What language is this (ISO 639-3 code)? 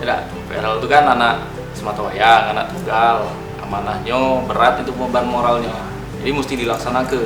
mui